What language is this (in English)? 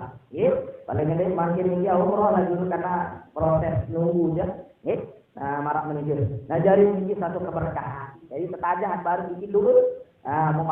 Sasak